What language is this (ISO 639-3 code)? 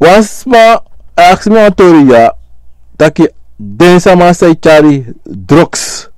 srn